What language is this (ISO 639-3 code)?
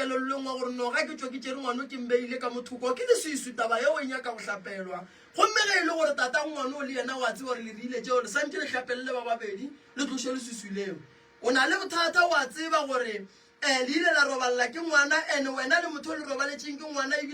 nso